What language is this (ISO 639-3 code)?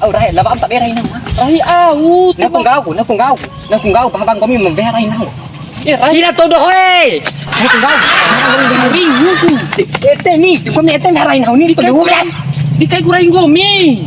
bhp